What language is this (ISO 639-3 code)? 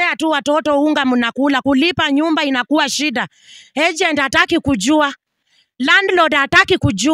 swa